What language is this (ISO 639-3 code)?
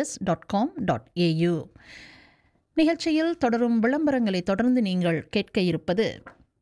tam